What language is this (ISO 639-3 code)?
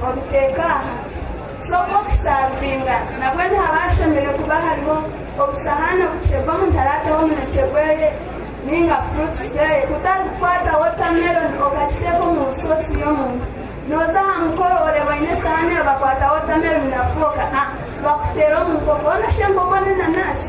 nyn